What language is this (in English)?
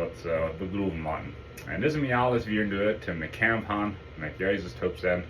Plautdietsch